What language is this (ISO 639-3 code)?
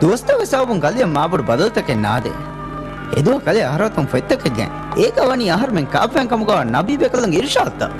div